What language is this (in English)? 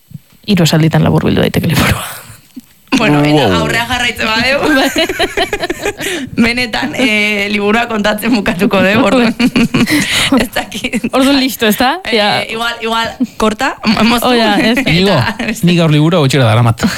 Basque